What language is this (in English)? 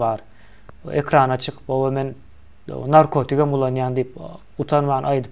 Turkmen